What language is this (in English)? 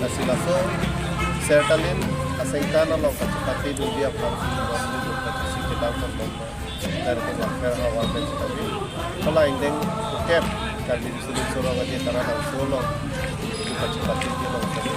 Karbi